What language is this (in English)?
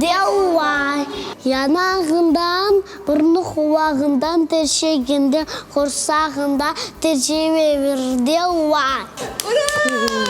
Crimean Tatar